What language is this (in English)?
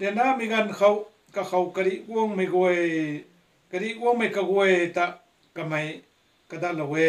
Rongmei Naga